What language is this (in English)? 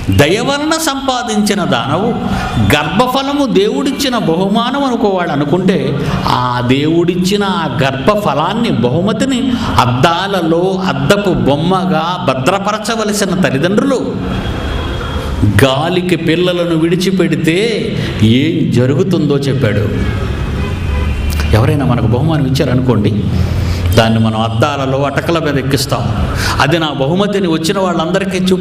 Telugu